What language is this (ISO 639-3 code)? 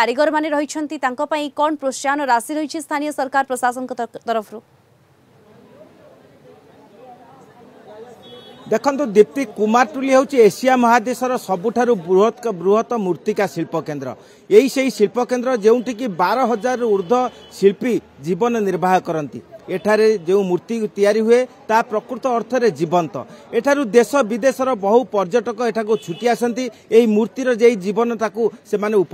ori